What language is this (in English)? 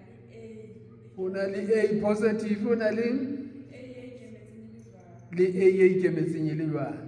Southern Sotho